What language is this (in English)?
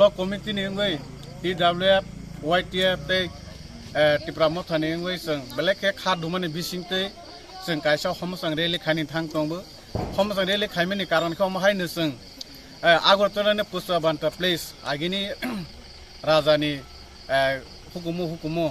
Kok Borok